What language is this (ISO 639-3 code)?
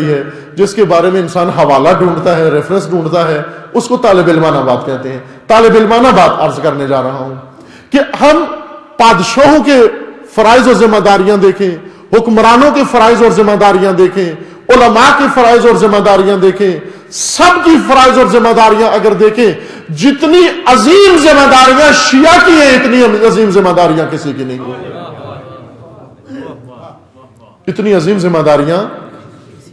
urd